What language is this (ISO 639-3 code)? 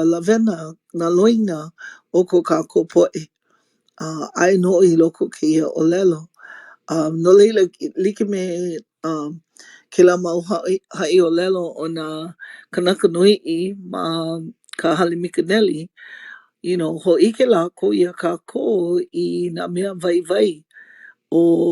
haw